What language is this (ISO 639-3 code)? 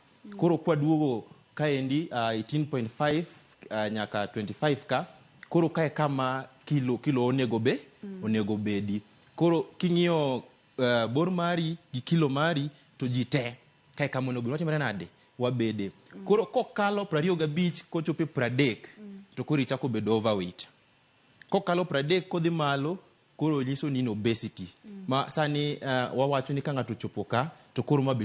luo